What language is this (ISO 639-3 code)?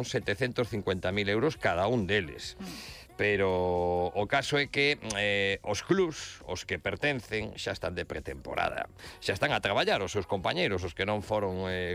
glg